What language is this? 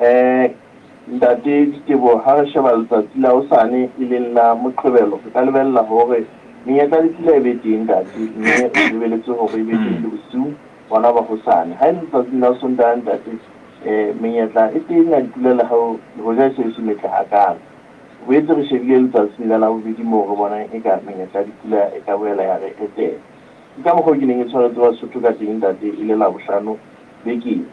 Southern Sotho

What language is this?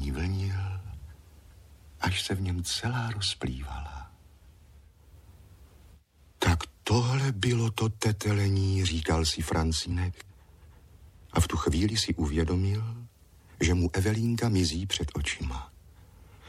Czech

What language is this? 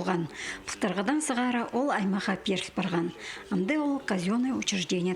Khakas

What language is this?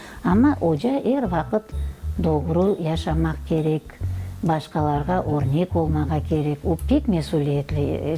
Crimean Tatar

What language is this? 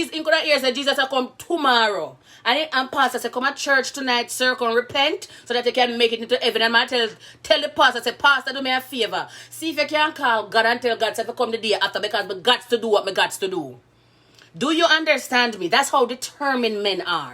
Jamaican Creole English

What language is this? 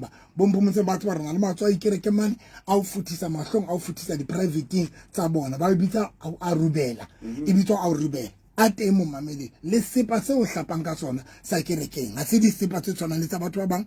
Southern Sotho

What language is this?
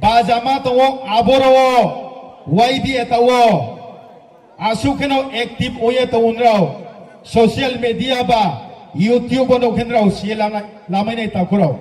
Riang (India)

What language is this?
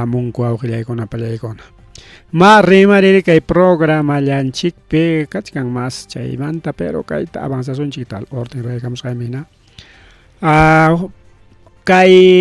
Ayacucho Quechua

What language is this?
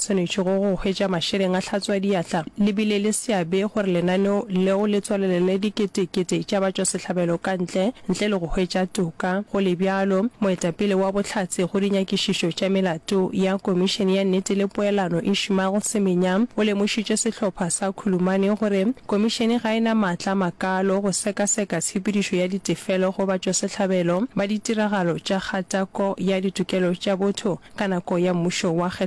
Northern Sotho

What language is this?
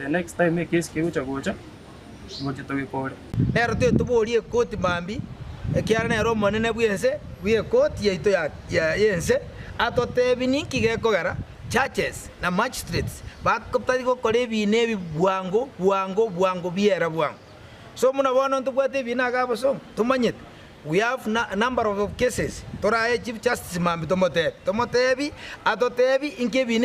Gusii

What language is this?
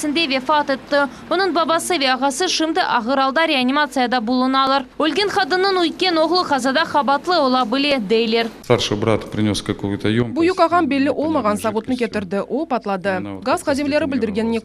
Crimean Tatar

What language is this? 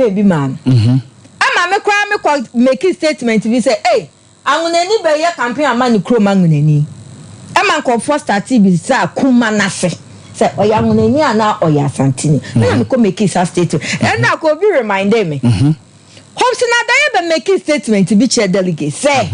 Akan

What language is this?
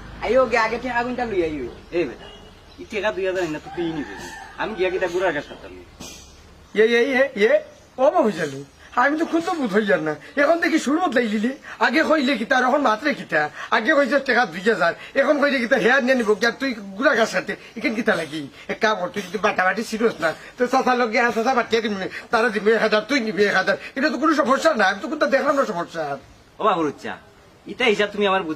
Sylheti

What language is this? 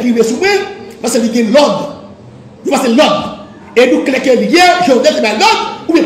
Haitian Creole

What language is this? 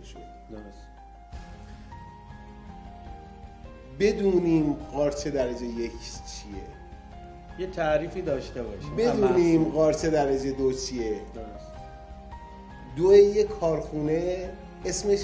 Persian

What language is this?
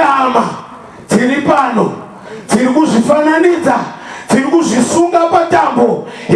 Shona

